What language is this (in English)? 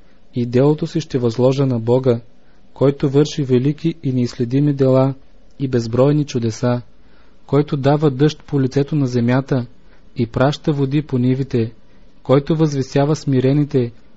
Bulgarian